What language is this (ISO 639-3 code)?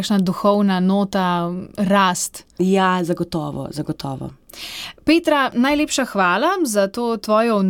slv